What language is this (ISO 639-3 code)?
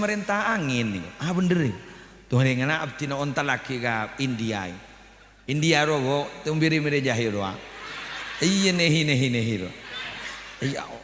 mad